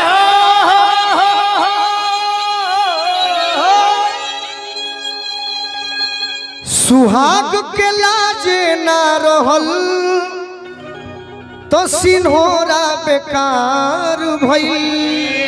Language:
Bhojpuri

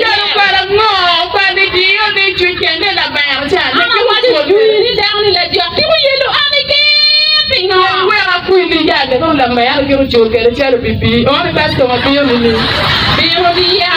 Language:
Acoli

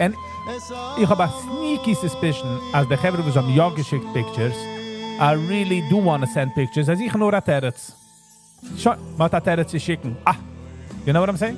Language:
Yiddish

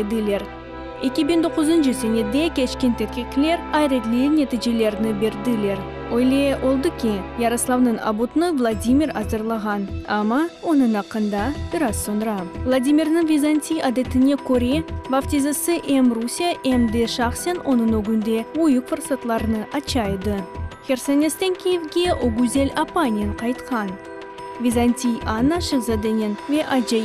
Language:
Crimean Tatar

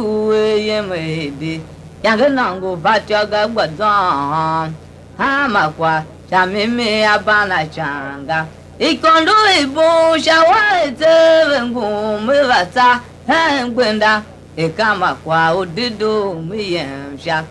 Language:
Tiv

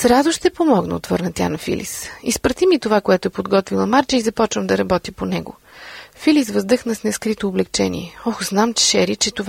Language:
Bulgarian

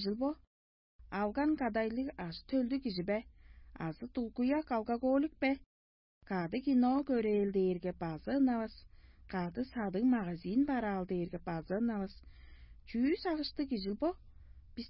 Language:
Tuvinian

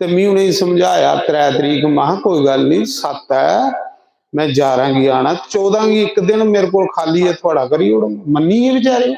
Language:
Dogri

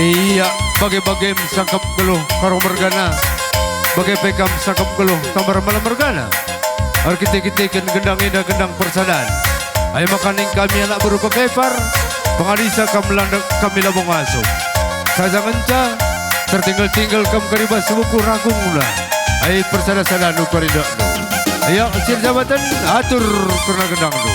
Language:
Batak Karo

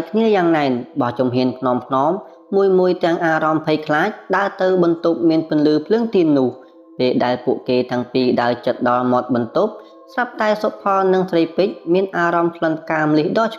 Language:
Khmer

